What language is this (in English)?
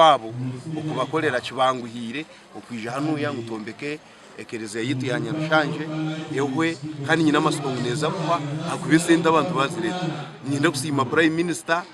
Nyankole